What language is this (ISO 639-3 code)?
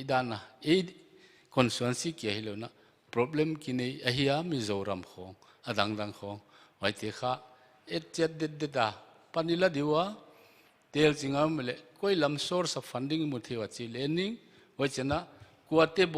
pck